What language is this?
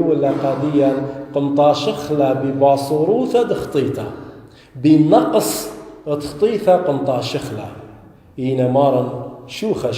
Assyrian Neo-Aramaic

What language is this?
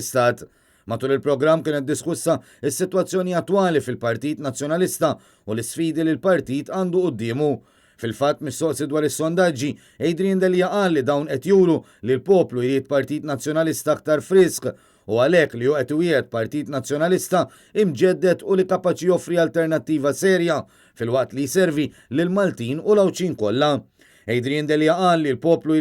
Maltese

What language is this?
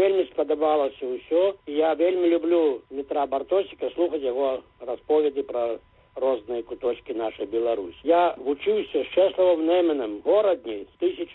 Belarusian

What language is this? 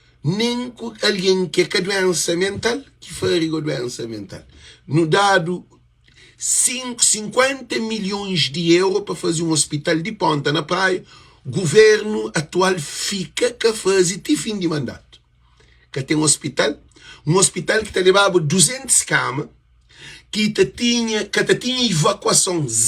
Kabuverdianu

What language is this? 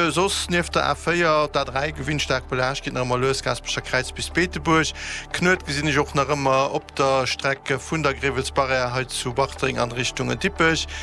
Luxembourgish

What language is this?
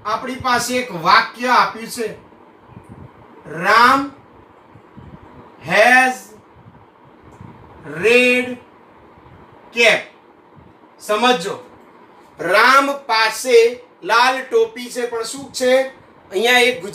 Gujarati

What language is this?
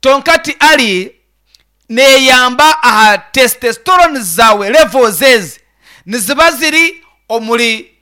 Nyankole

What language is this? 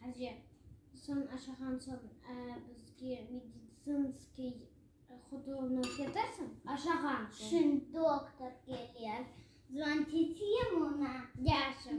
Crimean Tatar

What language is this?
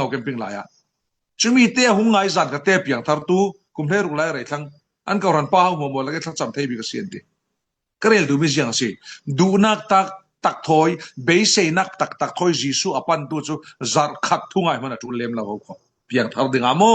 Falam Chin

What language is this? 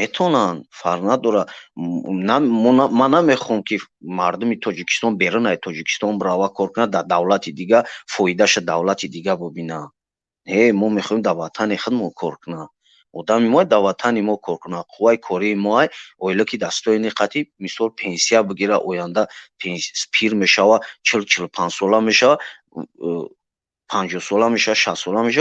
Tajik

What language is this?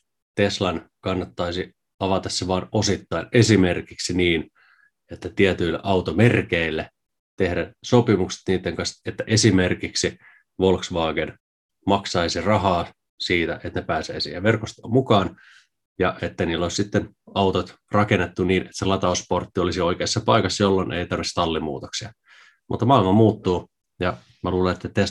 Finnish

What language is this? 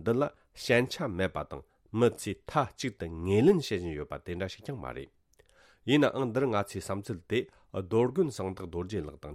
Tibetan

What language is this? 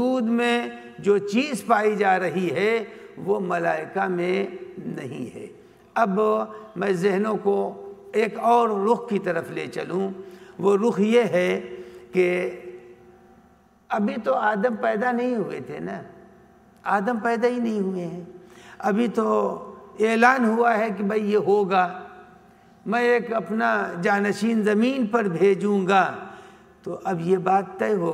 Urdu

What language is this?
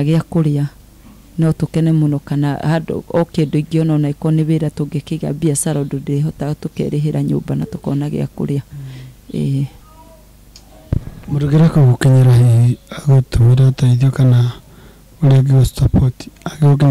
Kikuyu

